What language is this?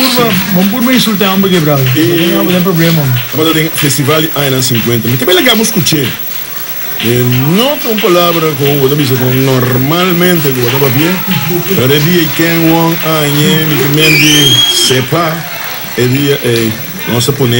Papiamento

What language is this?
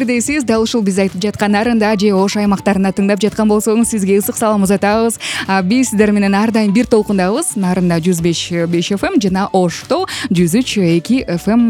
Kyrgyz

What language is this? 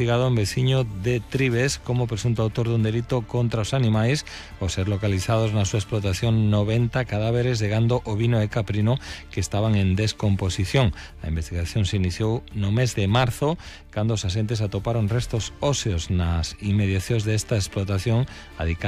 Galician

